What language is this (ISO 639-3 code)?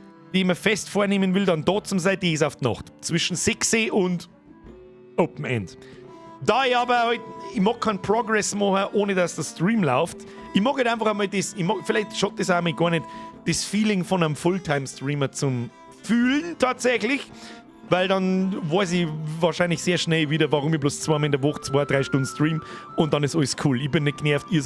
bar